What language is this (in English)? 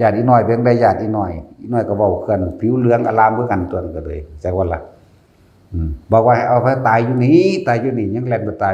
Northeastern Thai